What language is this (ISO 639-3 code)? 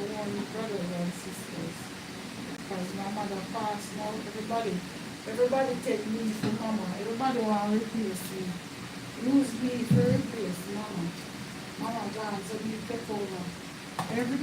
jam